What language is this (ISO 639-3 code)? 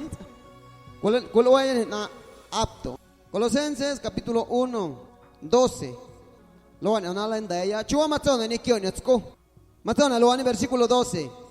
amu